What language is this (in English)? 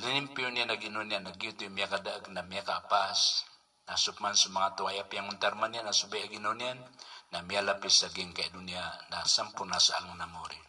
Maranao